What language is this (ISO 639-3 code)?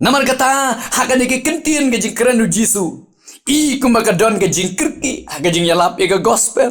kha